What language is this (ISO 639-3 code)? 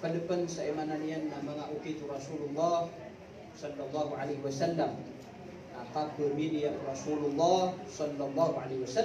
mrw